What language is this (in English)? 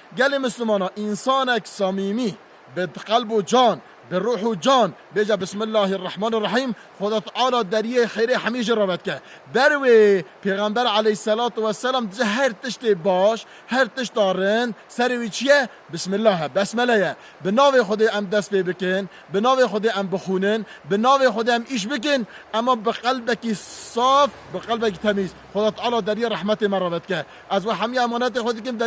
Kurdish